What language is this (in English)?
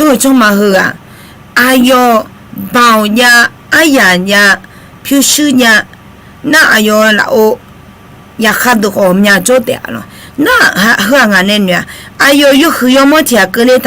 Akha